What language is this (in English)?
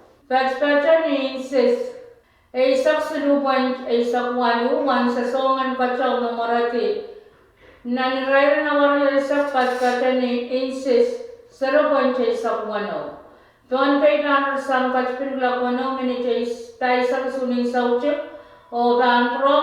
Pohnpeian